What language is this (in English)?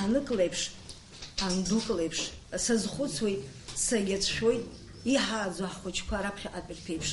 Abkhazian